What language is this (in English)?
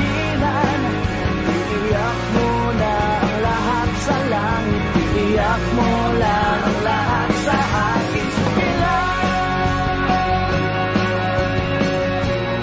Filipino